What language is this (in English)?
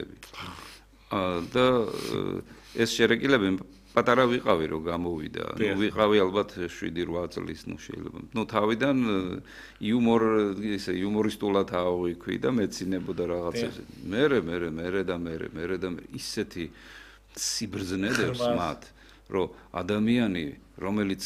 Georgian